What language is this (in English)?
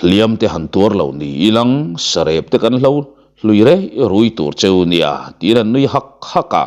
Mizo